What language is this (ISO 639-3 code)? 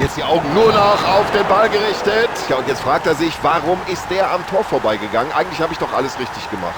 bar